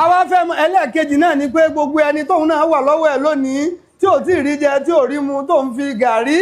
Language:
Yoruba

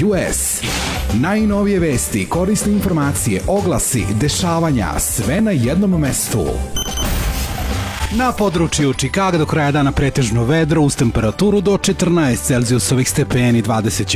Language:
Serbian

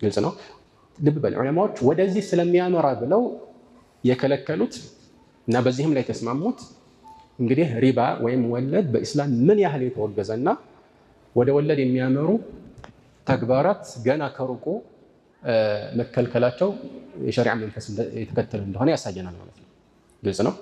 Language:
Amharic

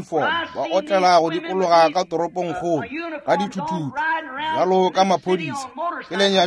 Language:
Northern Sotho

